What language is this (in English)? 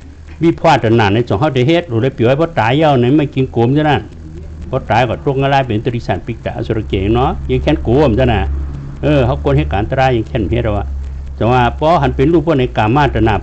Shan